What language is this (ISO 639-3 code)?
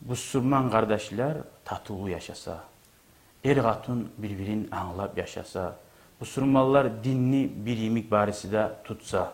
kum